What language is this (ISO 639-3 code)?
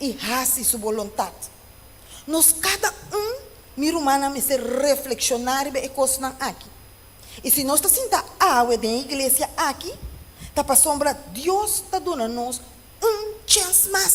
pap